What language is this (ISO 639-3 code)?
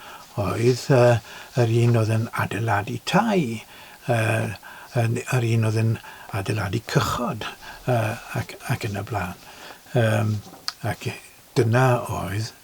cym